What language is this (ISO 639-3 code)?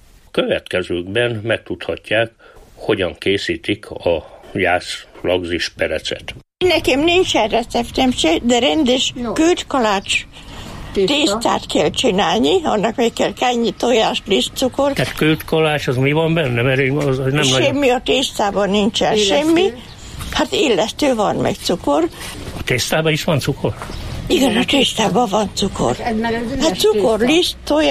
hun